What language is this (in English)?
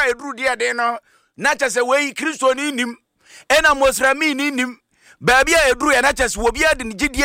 Akan